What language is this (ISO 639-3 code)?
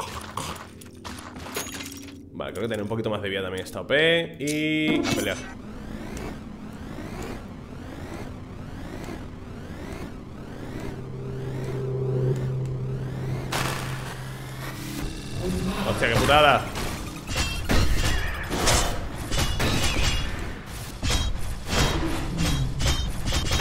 spa